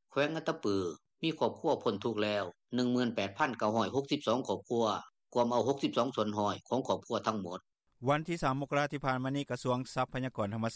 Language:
Lao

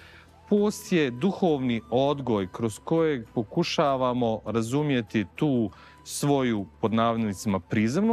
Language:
Bosnian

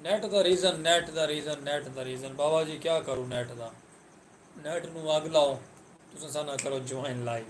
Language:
Saraiki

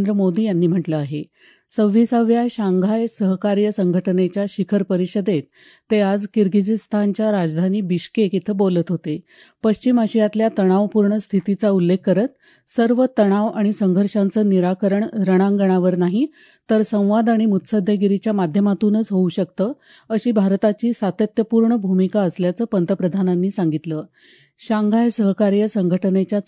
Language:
Marathi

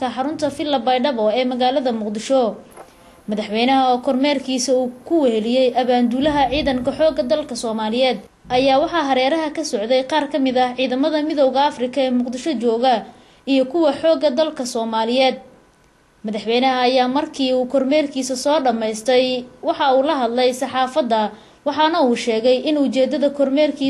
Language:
Somali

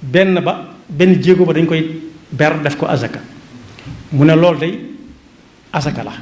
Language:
Wolof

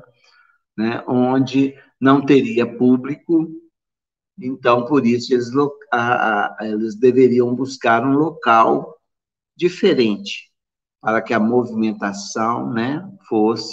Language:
Portuguese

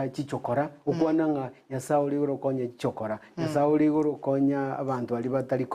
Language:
Gusii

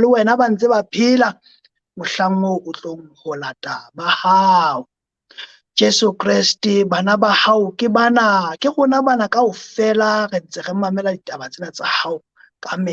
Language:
Southern Sotho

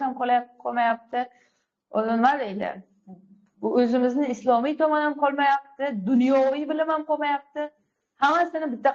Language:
Uzbek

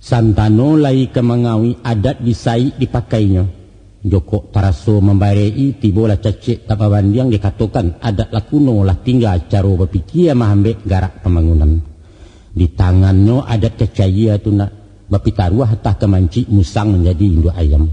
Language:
Minangkabau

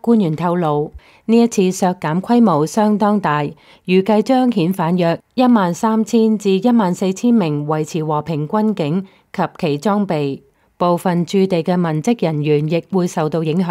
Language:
Cantonese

